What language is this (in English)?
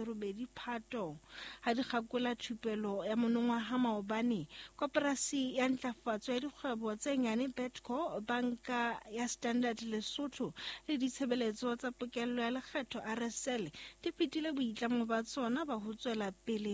Southern Sotho